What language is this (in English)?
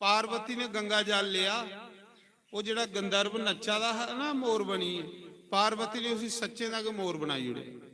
Dogri